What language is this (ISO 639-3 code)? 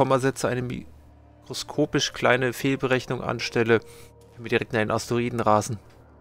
deu